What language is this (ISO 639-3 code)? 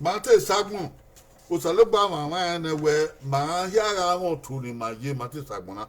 bin